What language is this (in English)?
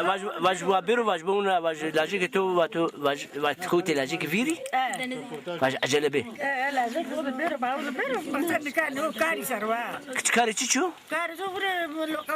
Zaza